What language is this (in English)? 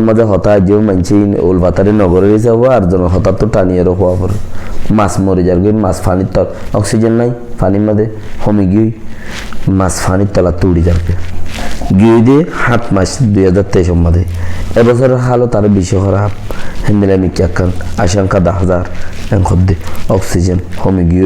Rohingya